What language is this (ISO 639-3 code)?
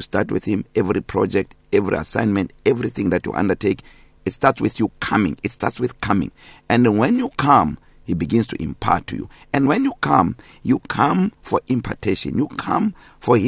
eng